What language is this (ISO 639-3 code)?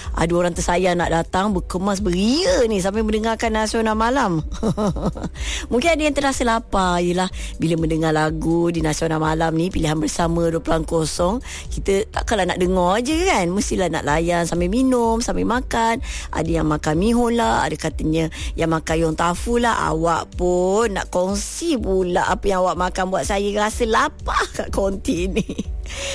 msa